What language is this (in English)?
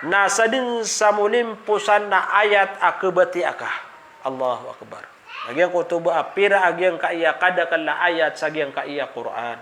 Maranao